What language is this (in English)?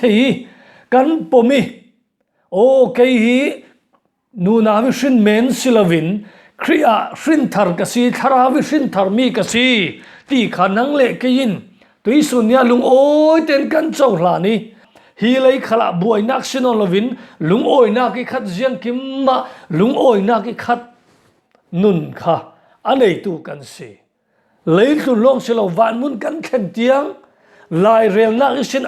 Falam Chin